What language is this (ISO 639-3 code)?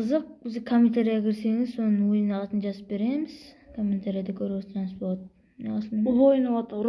kaa